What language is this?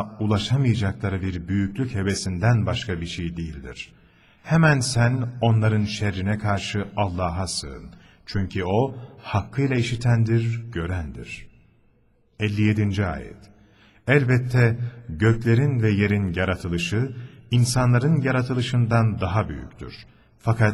Turkish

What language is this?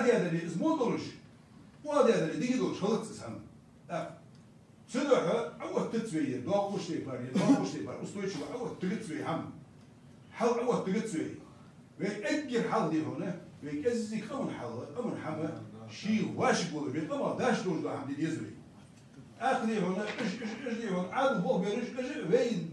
Ingush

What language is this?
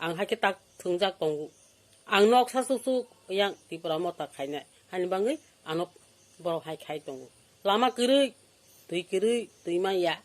Kok Borok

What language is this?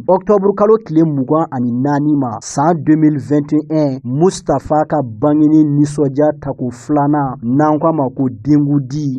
Bambara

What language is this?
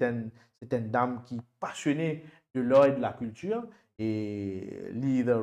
Morisyen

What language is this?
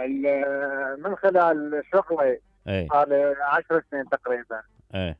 Mesopotamian Arabic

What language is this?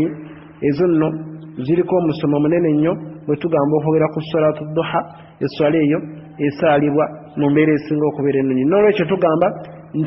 Ganda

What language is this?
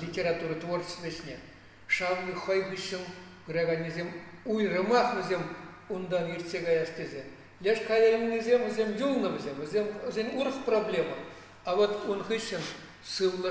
Chuvash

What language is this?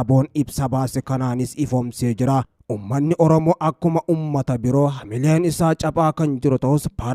Oromo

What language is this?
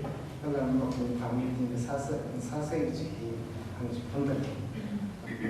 Tangkhul Naga (India)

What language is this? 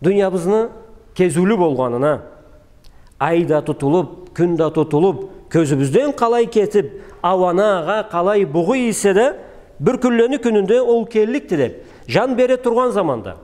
Karachay-Balkar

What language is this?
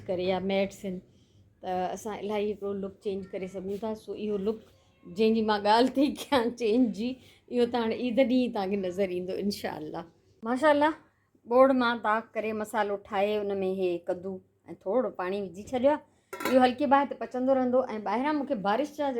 Sindhi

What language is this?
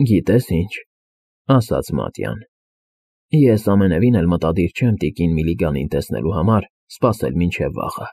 Armenian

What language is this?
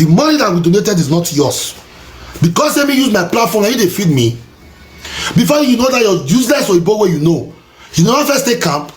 Nigerian Pidgin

